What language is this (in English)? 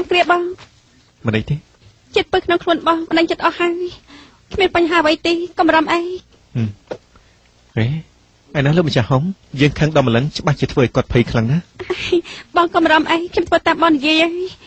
Khmer